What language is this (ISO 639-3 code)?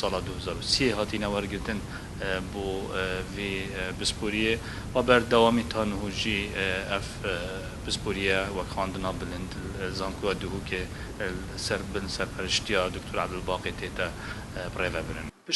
kur